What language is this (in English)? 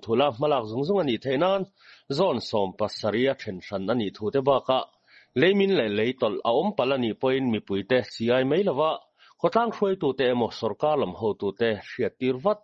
Mizo